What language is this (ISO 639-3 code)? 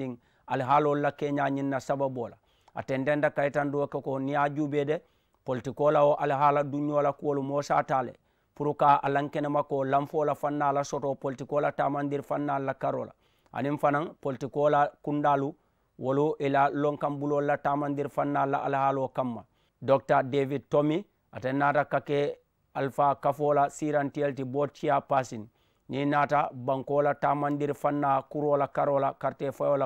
man